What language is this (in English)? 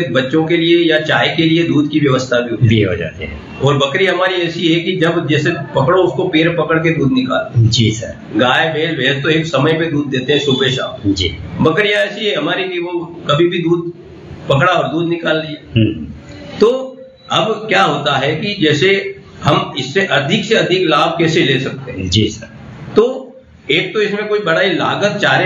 Hindi